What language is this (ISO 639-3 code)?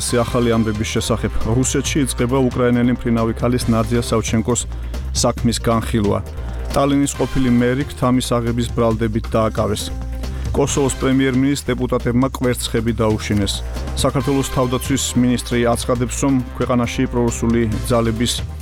kat